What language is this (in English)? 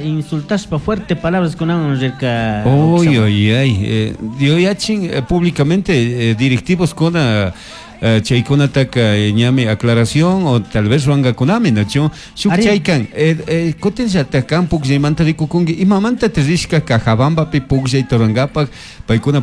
Chimborazo Highland Quichua